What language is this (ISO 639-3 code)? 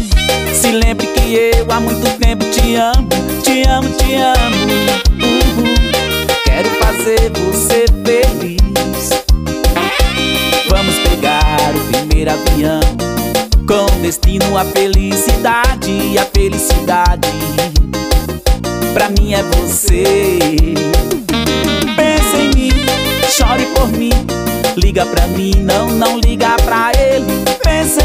por